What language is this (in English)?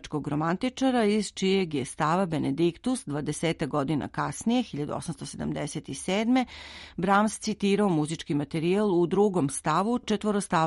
Serbian